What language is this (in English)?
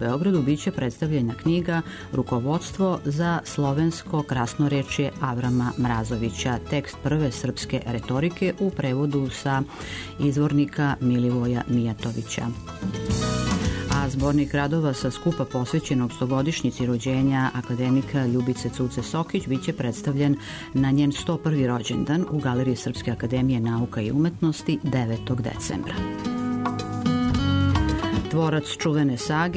Serbian